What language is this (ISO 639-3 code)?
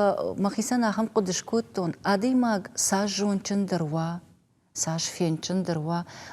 oss